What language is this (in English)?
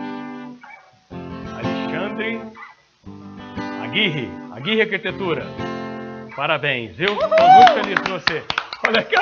Portuguese